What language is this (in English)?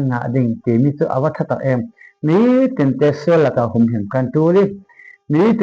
Falam Chin